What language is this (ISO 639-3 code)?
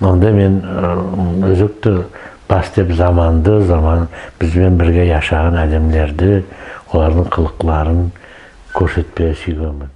nog